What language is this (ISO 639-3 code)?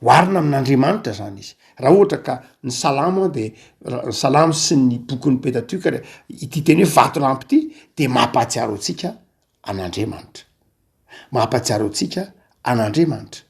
mlg